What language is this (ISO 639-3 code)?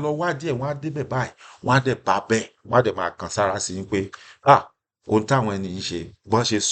yor